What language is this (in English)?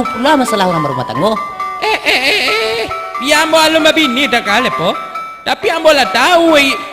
Minangkabau